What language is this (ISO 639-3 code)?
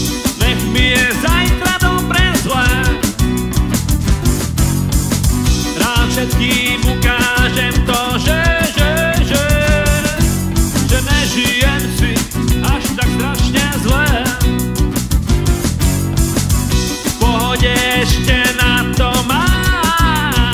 slk